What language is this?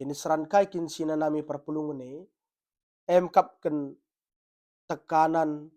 Batak Karo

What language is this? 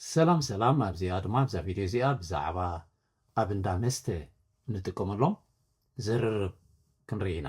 Tigrinya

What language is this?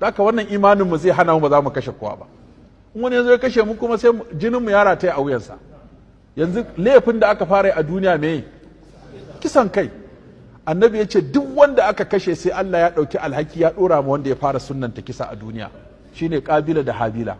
Hausa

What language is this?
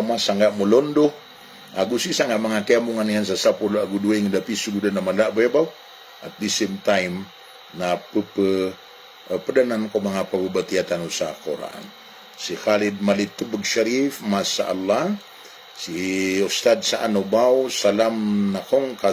Maranao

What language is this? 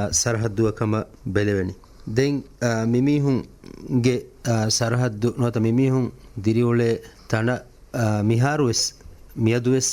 Divehi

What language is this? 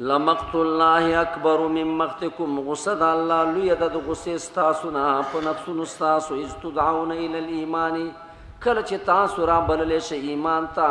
Pashto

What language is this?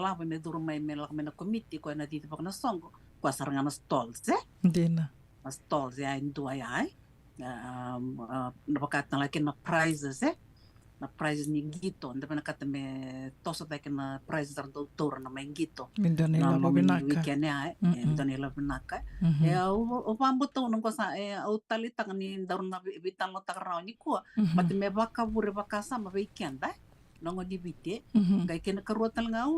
Fijian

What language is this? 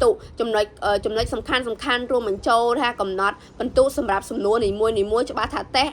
Khmer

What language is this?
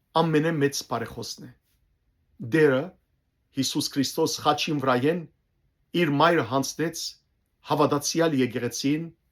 Western Armenian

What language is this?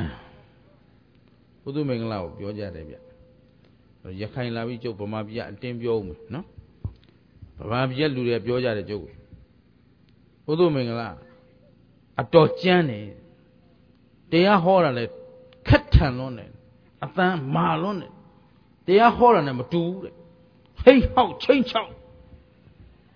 Burmese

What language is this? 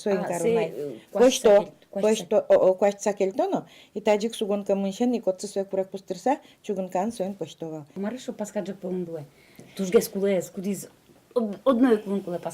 Udmurt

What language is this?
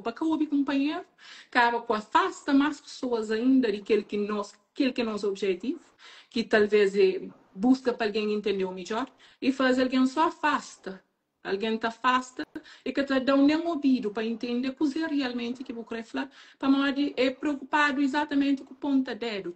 Kabuverdianu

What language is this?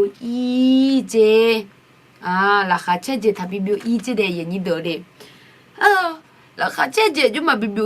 Akha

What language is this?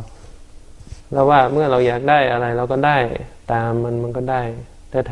Thai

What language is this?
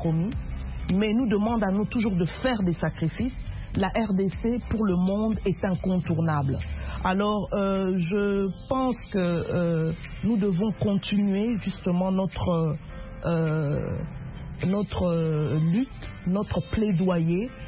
French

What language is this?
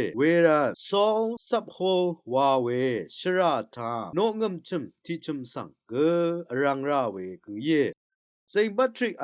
Rawang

